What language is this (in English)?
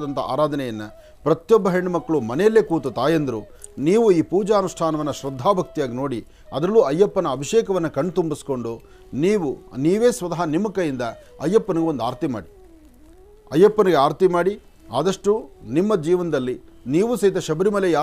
Kannada